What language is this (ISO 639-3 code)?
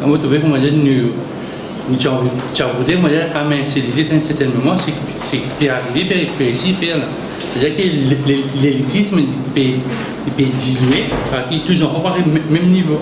mfe